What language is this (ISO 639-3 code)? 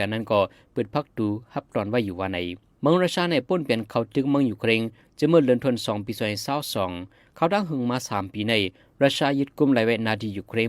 shn